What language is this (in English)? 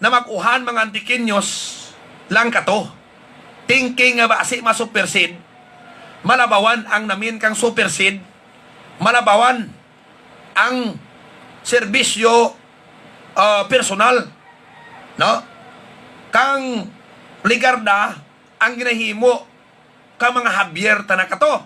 Hiligaynon